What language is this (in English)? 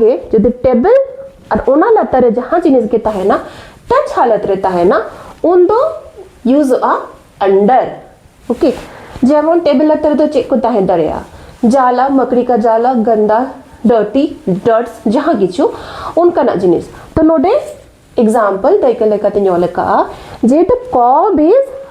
Santali